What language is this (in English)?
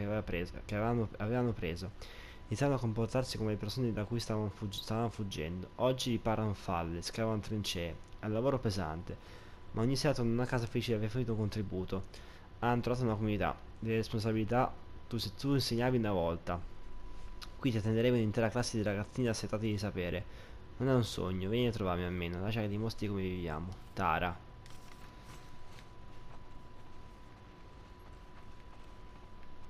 Italian